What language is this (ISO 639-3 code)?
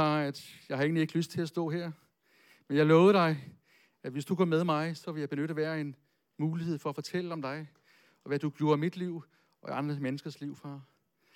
dan